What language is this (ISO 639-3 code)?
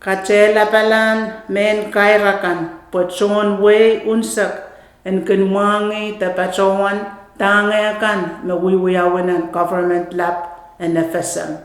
pon